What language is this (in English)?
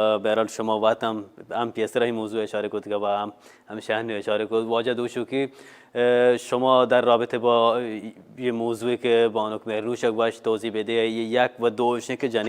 Baluchi